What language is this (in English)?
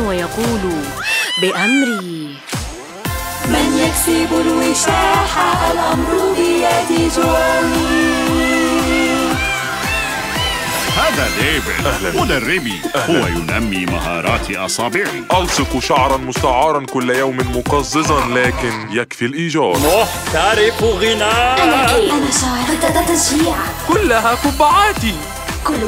Arabic